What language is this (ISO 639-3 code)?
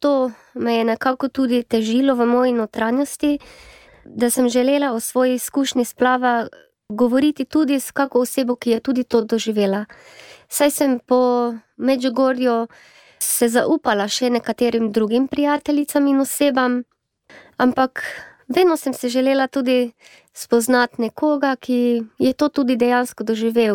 slv